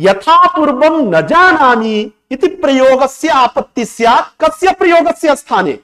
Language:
Sanskrit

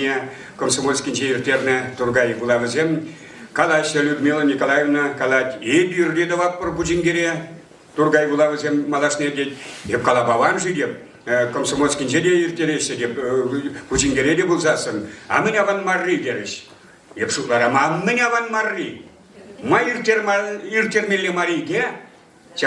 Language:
Chuvash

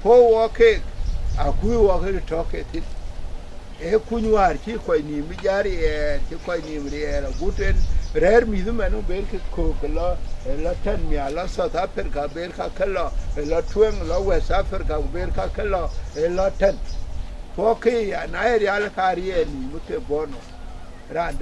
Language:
Dinka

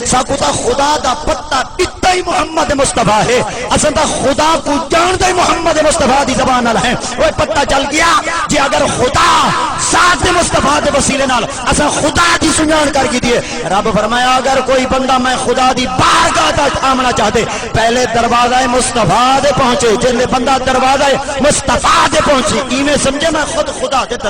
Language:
Saraiki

